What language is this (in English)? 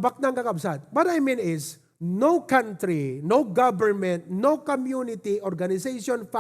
Iloko